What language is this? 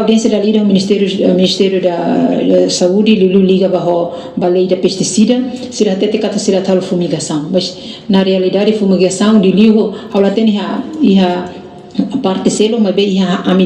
Tetum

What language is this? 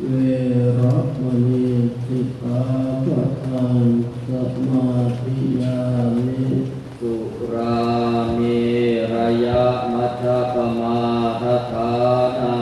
Pali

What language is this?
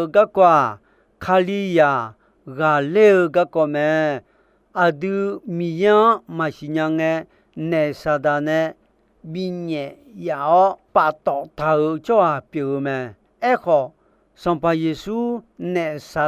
Akha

